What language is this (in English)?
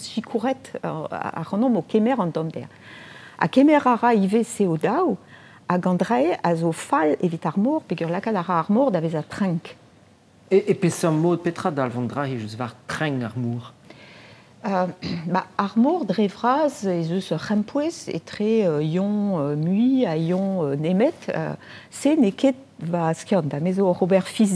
Breton